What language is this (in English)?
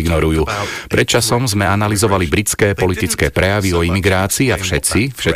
Slovak